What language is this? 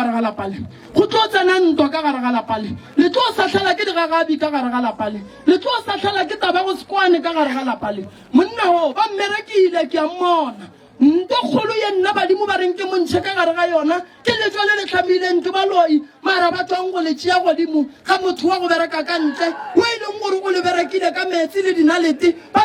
Northern Sotho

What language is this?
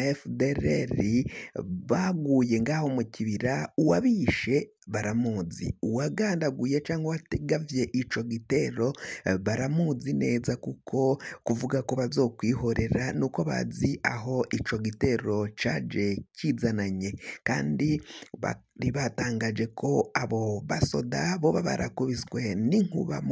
Rundi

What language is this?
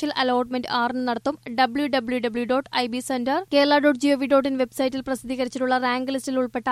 Malayalam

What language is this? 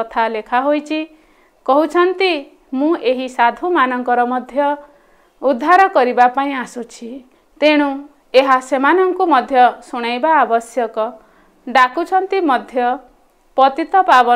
Odia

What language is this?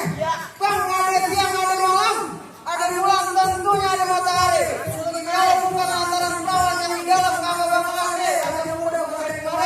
Betawi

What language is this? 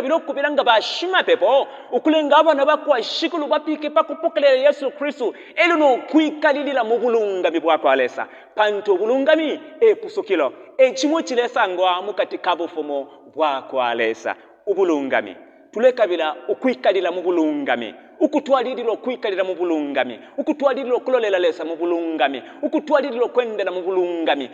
Bemba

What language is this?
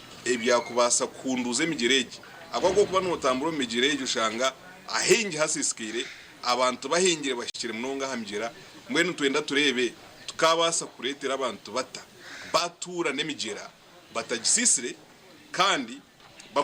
Nyankole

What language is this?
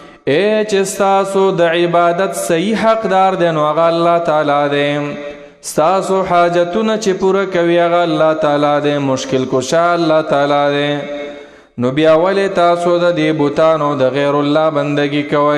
Pashto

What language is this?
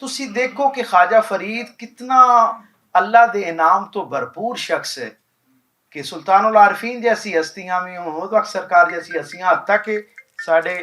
Western Panjabi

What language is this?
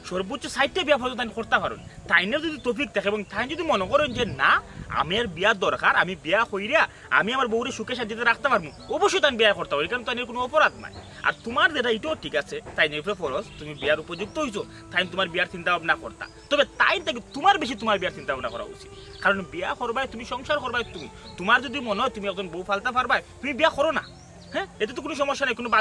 Sylheti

